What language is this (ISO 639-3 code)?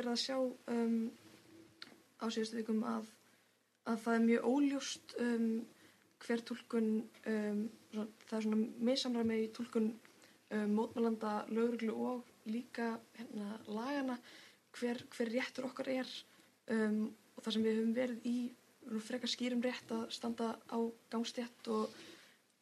isl